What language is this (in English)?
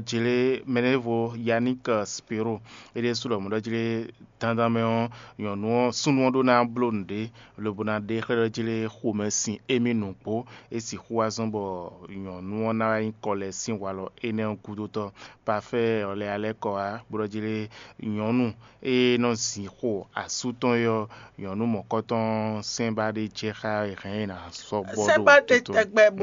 Fon